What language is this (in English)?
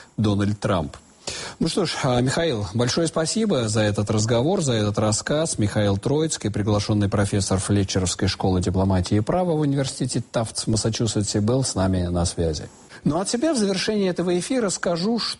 Russian